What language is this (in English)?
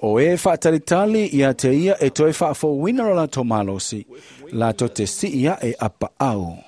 Samoan